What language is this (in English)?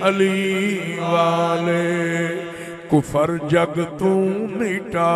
Saraiki